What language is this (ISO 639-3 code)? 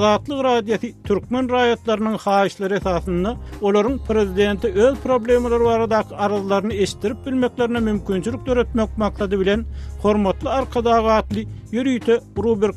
tuk